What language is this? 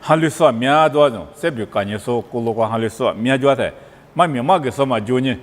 Lisu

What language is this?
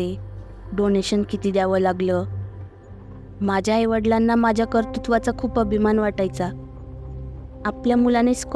Marathi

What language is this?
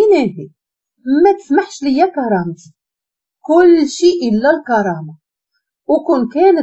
Moroccan Arabic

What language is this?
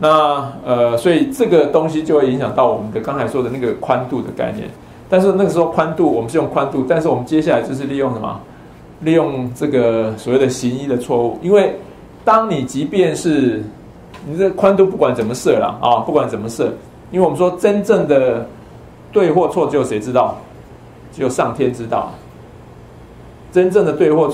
Chinese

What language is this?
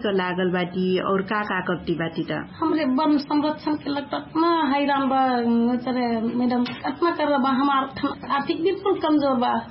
Dangaura Tharu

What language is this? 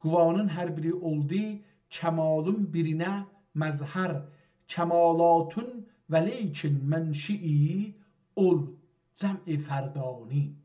South Azerbaijani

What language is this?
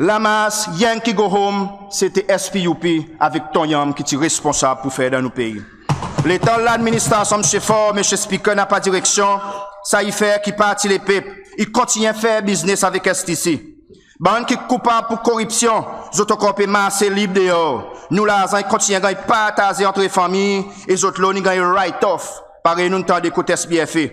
Seselwa Creole French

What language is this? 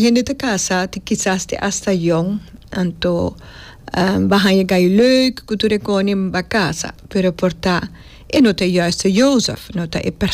Papiamento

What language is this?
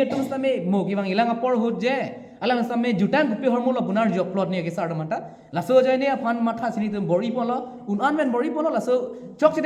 Karbi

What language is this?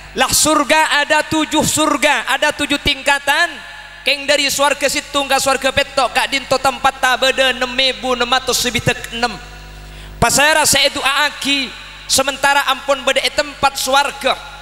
Madurese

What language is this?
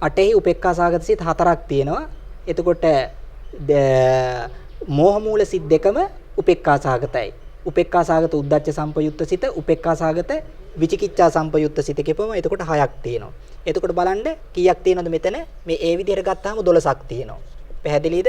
Sinhala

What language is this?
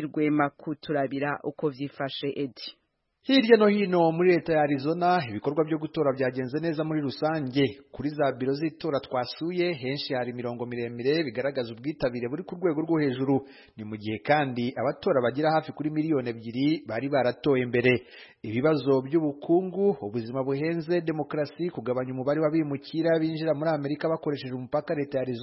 Kinyarwanda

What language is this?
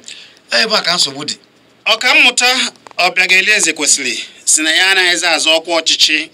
Igbo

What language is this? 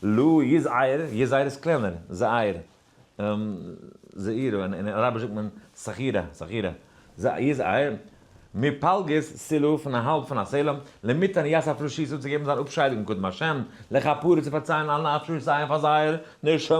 Yiddish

